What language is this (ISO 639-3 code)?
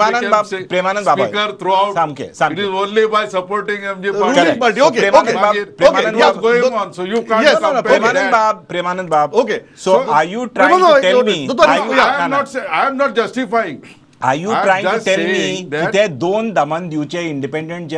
kok